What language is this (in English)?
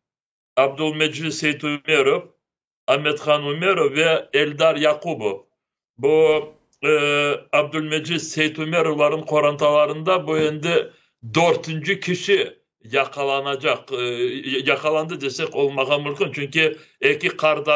Crimean Tatar